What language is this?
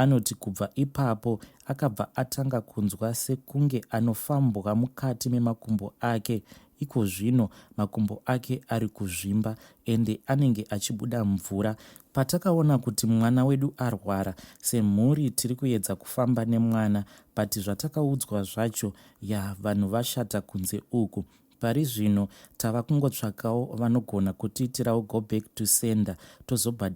Shona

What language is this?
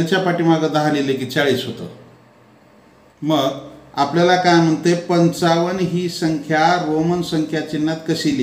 Marathi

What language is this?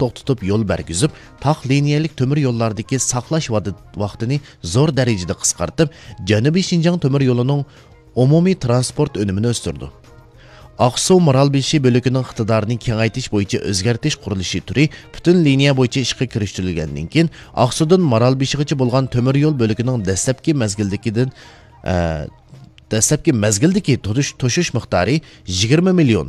Uyghur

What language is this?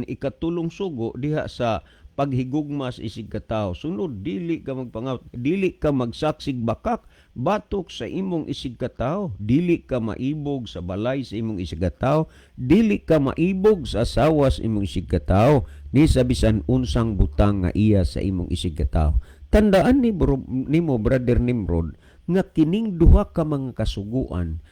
Cebuano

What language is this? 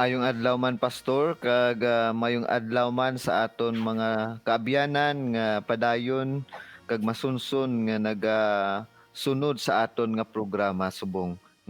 Hiligaynon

